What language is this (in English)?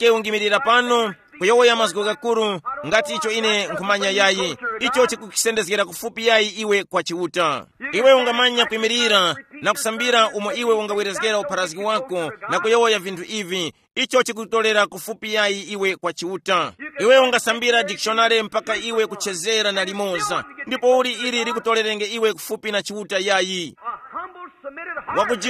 Tumbuka